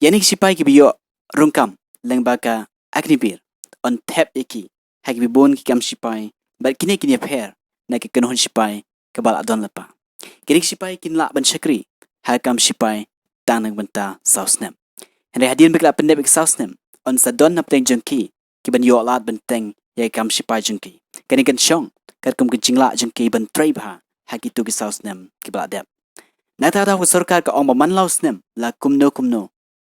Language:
Khasi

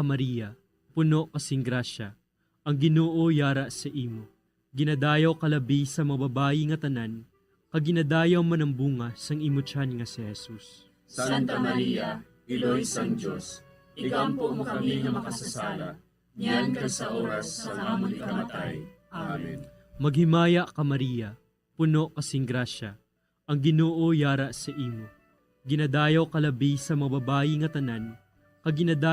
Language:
Hiligaynon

